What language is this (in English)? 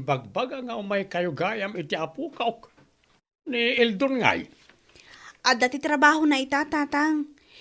Iloko